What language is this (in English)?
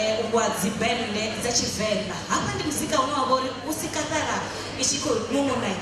Venda